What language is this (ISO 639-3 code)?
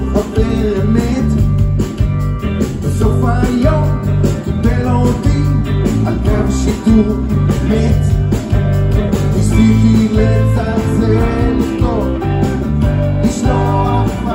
heb